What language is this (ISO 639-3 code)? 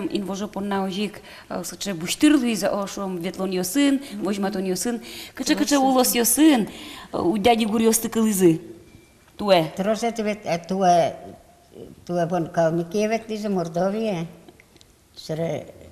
udm